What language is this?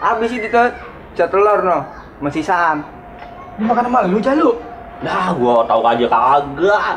Betawi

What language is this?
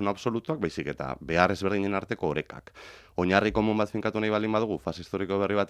Basque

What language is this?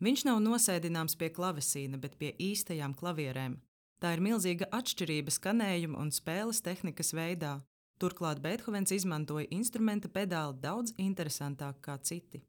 Latvian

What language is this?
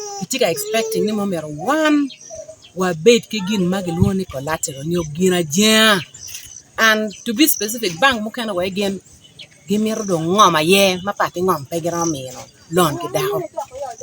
Acoli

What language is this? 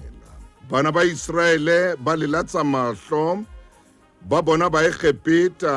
Southern Sotho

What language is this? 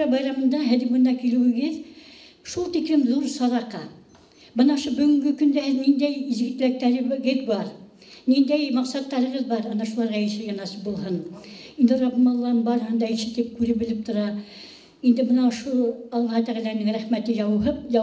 Bashkir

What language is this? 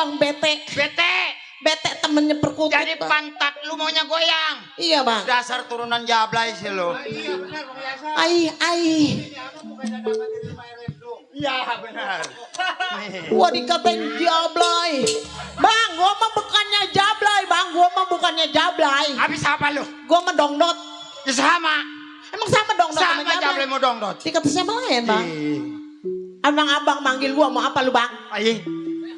Betawi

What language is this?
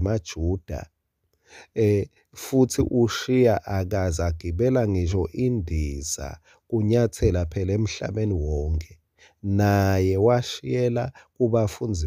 Swati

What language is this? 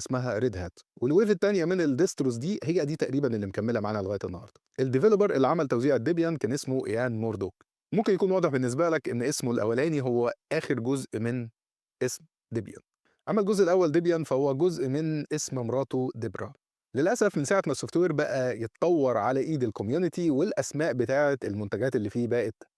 Egyptian Arabic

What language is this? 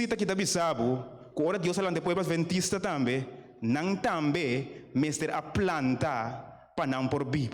Papiamento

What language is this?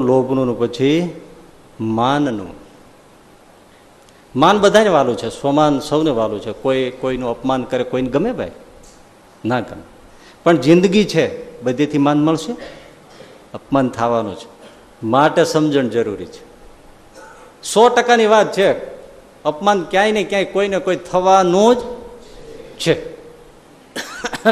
Gujarati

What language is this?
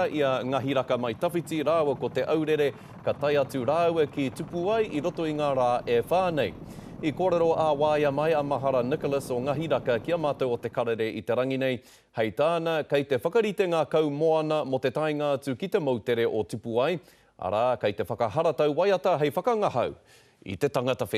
Māori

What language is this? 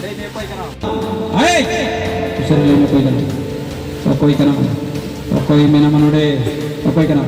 Santali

